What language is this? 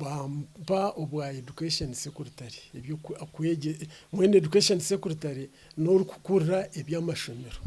Nyankole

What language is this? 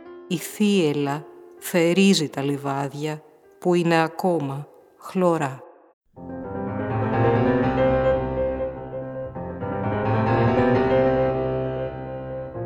Greek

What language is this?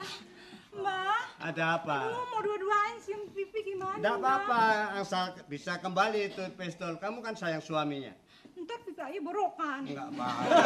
Betawi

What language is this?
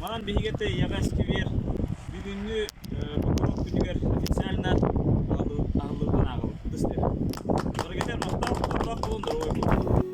Yakut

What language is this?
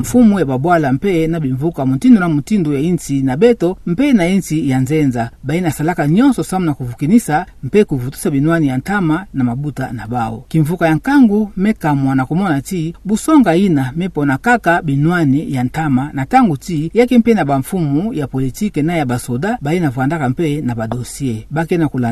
Kituba (Democratic Republic of Congo)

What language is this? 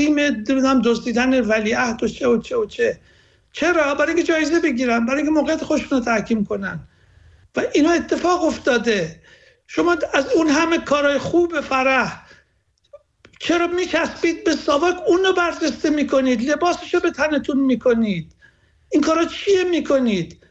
Persian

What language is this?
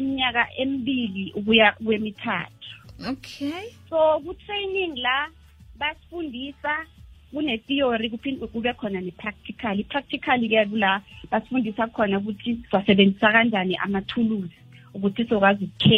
South Ndebele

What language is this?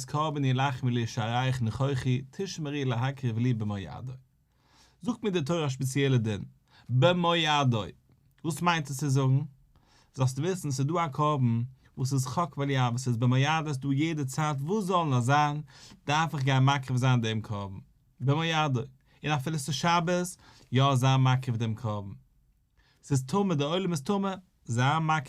Yiddish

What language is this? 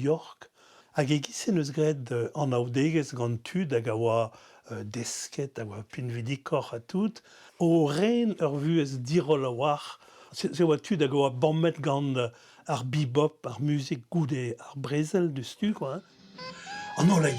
Breton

